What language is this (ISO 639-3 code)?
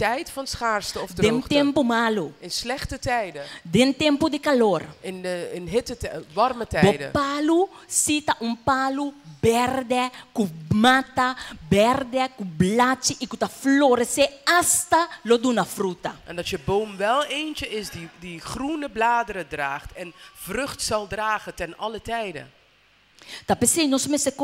pap